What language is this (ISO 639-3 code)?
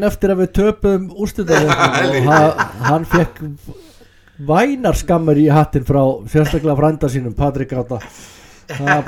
isl